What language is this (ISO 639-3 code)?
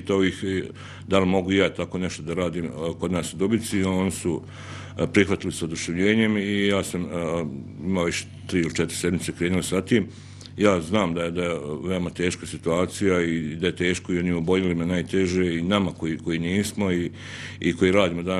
bos